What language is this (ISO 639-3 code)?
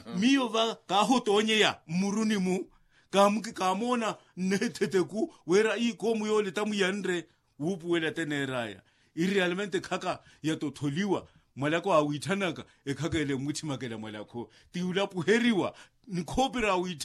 vmw